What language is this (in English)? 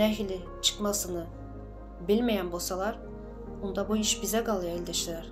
Turkmen